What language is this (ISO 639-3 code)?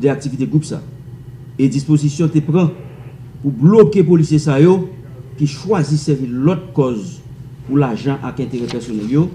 hat